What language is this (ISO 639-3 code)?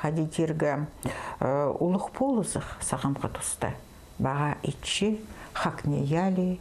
kjh